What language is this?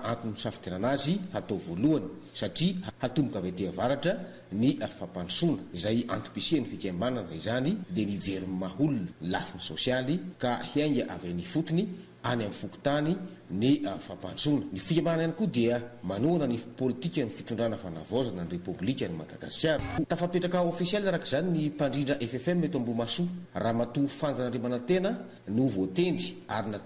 Malagasy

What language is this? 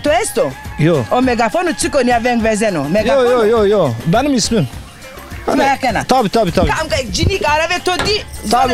Zaza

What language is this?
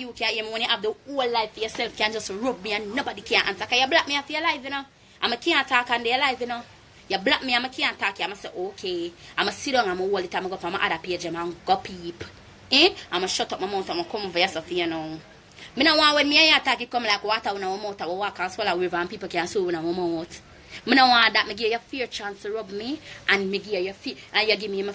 Jamaican Creole English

